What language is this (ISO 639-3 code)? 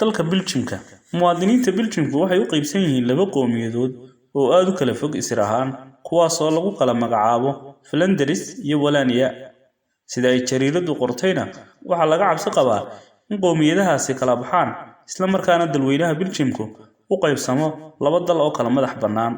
som